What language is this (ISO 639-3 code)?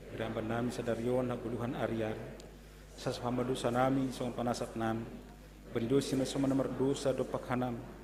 bts